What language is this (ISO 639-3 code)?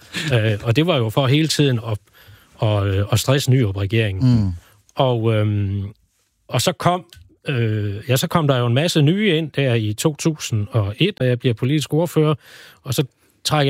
dan